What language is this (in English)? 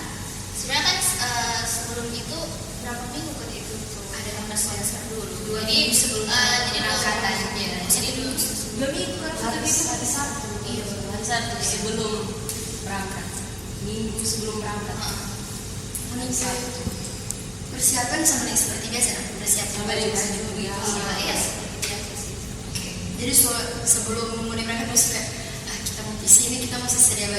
Manado Malay